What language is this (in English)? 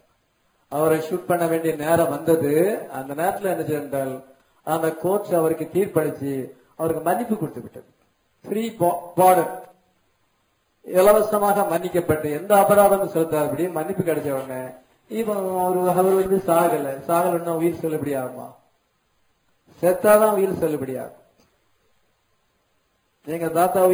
Tamil